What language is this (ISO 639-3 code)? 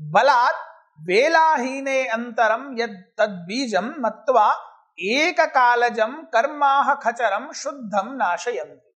san